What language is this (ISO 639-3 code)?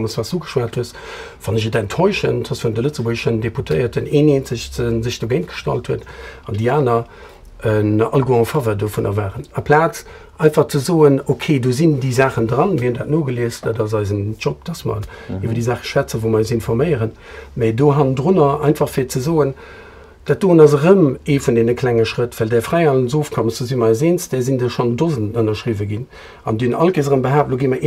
ltz